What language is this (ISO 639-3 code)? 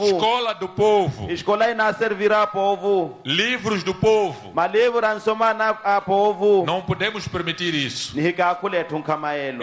por